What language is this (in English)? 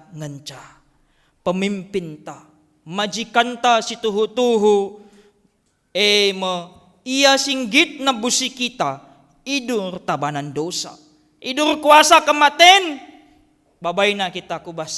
Batak Karo